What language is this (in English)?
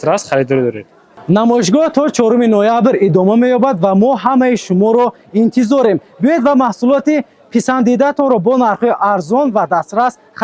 Tajik